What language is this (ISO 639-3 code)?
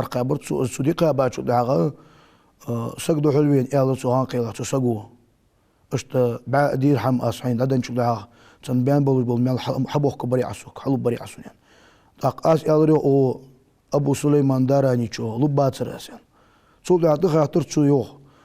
inh